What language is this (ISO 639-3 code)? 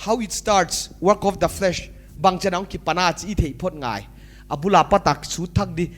pck